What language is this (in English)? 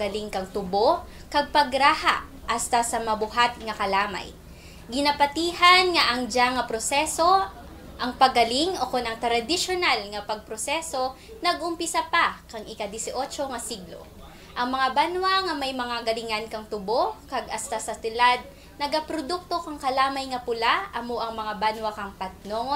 Kinaray-a